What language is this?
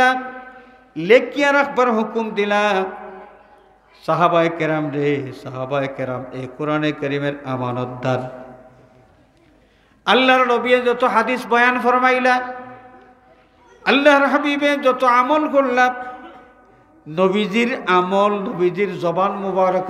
Sylheti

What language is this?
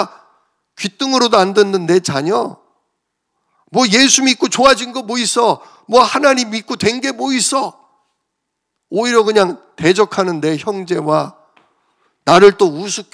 Korean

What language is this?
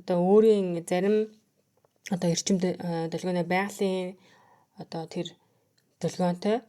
Mongolian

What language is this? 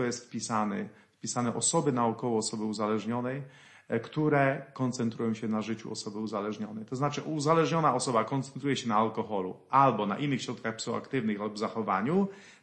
Polish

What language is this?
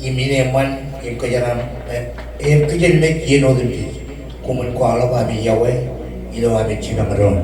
Marshallese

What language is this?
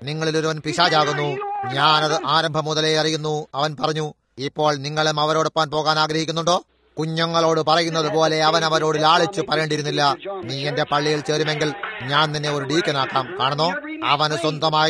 Malayalam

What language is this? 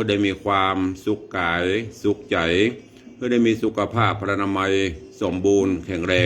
Northern Thai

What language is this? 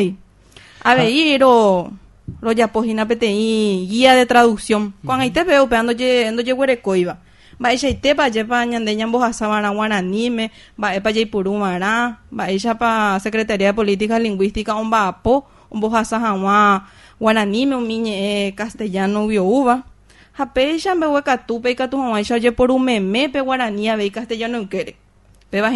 Guarani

